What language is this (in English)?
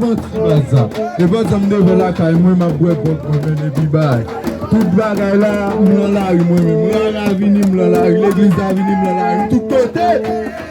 Haitian Creole